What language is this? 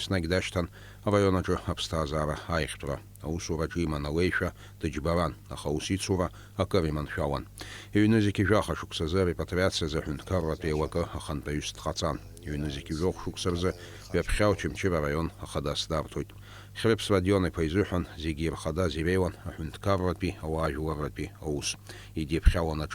Abkhazian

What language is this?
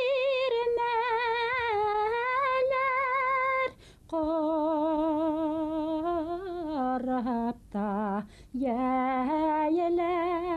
Bashkir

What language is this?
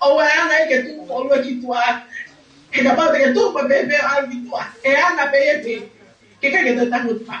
Tongan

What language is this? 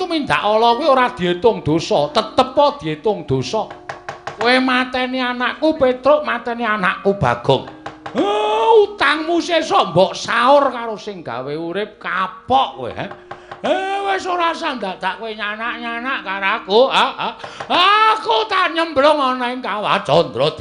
Javanese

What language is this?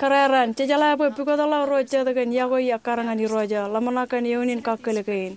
Marshallese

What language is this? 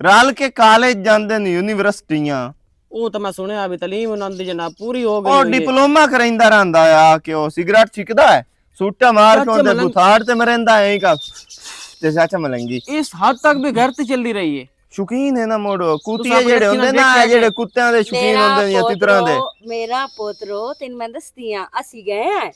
Western Panjabi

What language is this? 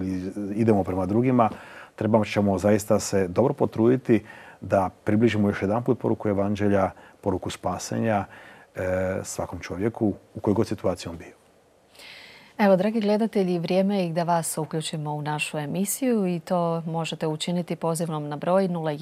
Croatian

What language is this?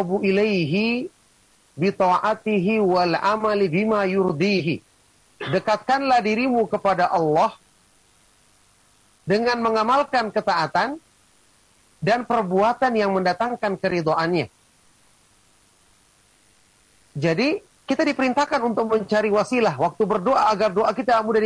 Indonesian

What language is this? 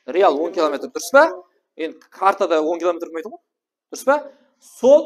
Kara-Kalpak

